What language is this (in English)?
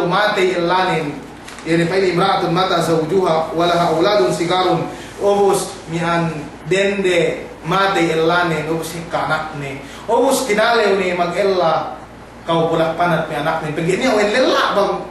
Yakan